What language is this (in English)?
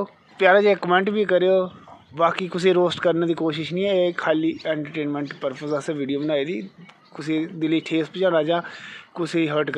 Dogri